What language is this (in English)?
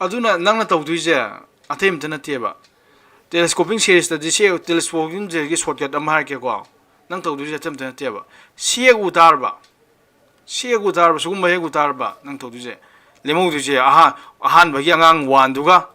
Manipuri